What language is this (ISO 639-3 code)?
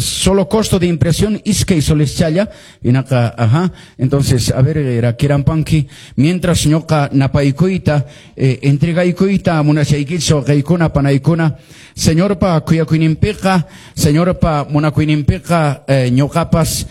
que